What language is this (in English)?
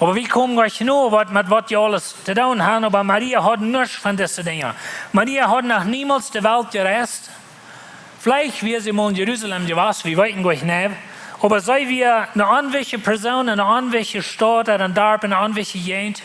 Plautdietsch